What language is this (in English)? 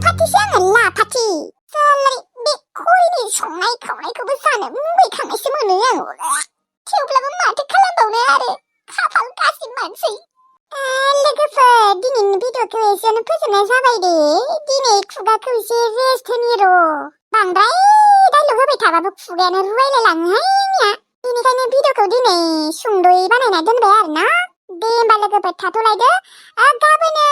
Bodo